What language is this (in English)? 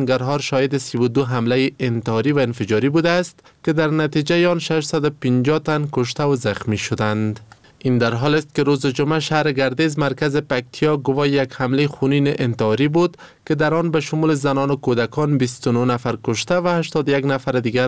Persian